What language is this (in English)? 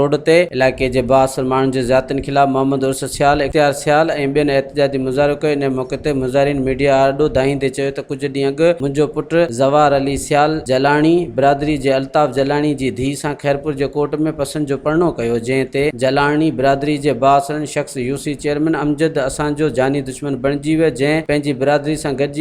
Sindhi